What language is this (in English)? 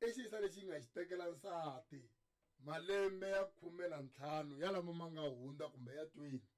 Tsonga